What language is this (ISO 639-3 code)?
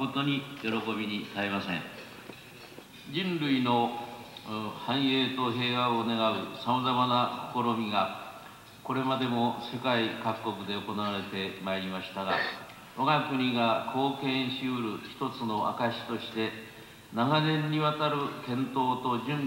jpn